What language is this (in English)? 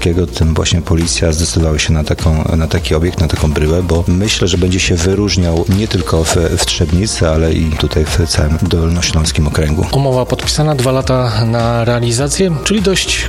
Polish